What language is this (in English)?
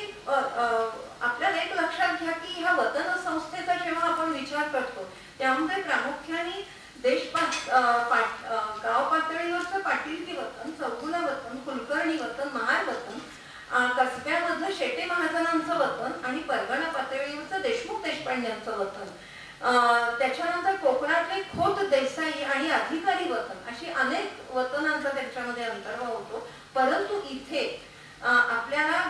Marathi